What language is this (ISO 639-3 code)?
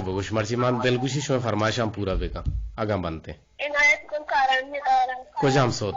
bgp